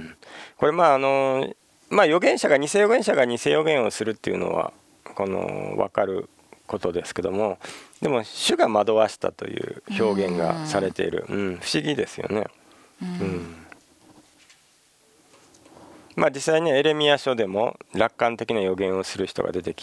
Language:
Japanese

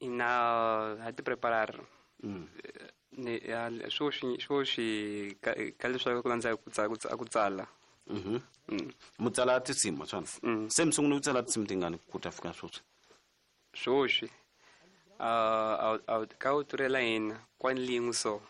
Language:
Tsonga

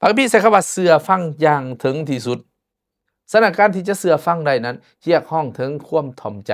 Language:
Lao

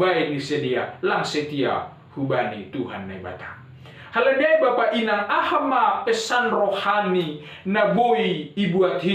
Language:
Batak Simalungun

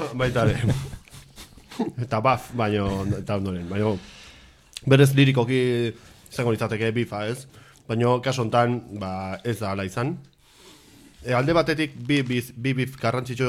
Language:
Basque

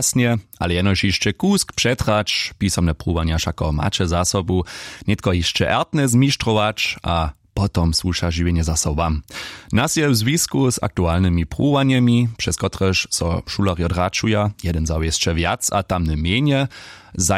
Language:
Upper Sorbian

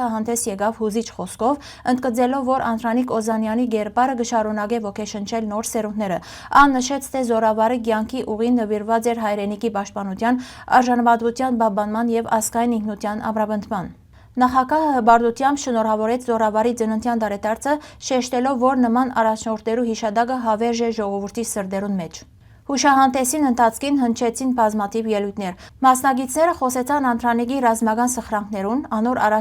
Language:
Western Armenian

